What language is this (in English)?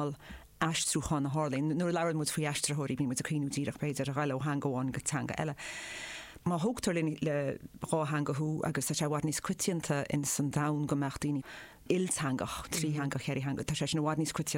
Irish